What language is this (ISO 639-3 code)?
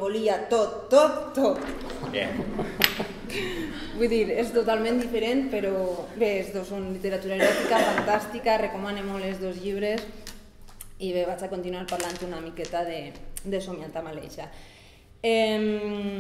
cat